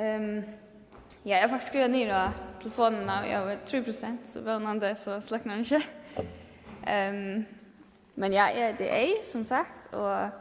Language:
Faroese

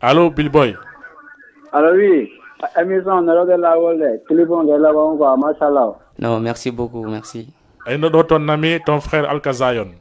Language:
Fula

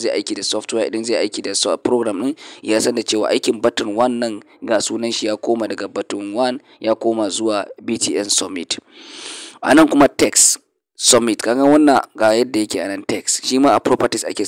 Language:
Hausa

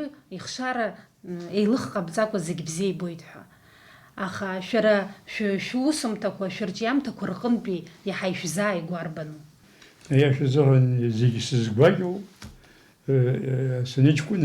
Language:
Abkhazian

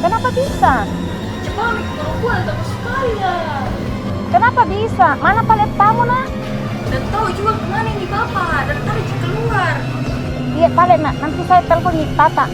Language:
Makassar Malay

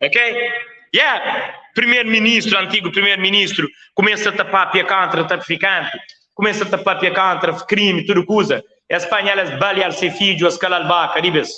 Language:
Kabuverdianu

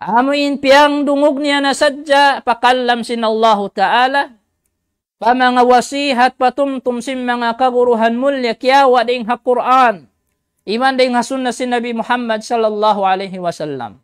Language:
Tausug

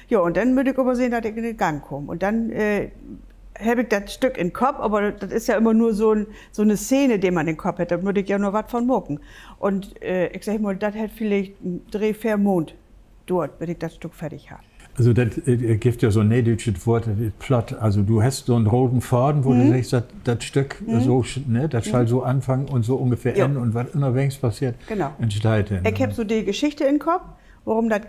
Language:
Low German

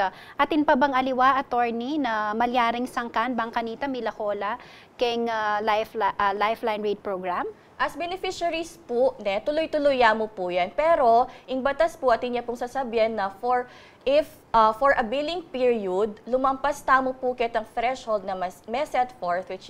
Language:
Pampanga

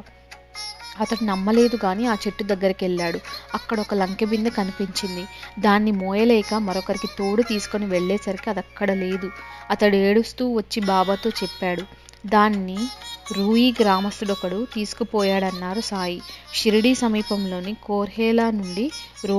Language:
Telugu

